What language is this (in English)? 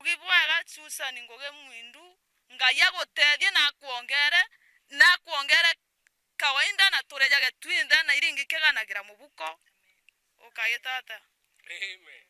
Meru